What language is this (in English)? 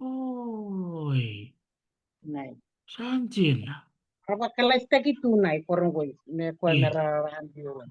Fijian